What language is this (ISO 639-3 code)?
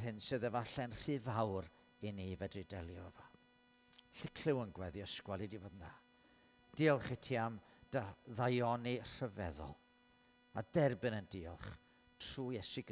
cym